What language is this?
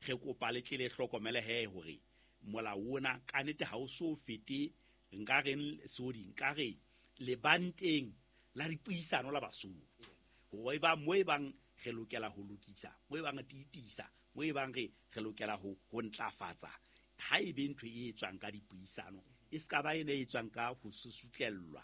Southern Sotho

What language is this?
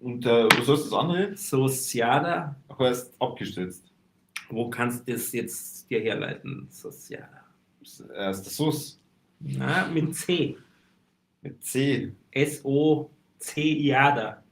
Bavarian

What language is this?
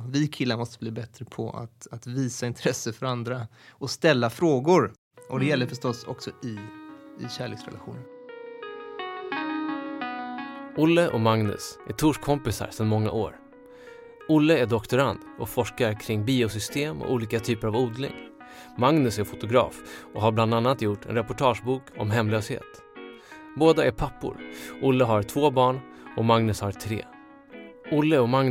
Swedish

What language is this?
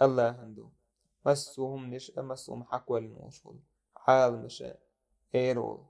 Chechen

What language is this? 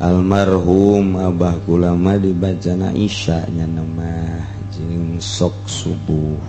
Sundanese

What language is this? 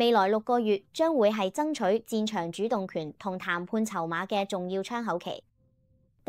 Cantonese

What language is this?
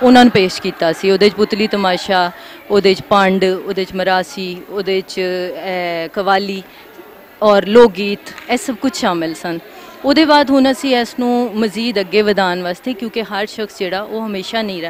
Western Panjabi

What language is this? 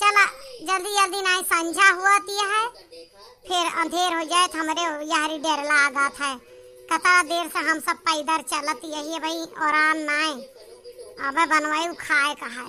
Awadhi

